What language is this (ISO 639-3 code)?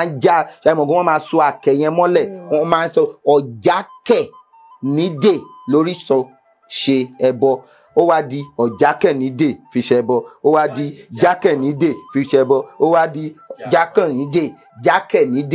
yor